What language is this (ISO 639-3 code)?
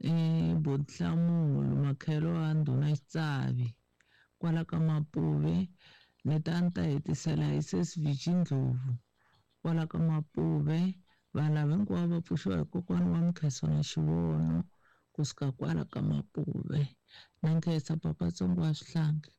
tso